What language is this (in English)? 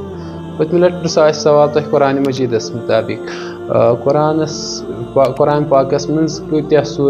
Kashmiri